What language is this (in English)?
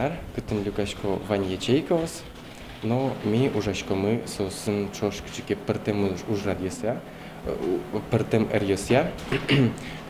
Udmurt